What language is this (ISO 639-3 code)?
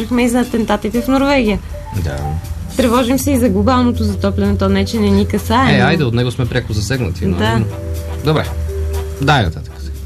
bul